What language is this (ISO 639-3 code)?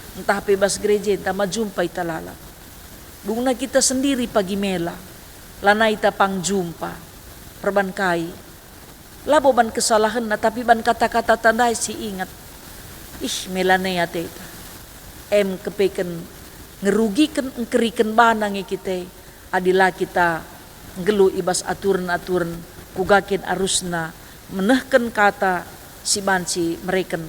btx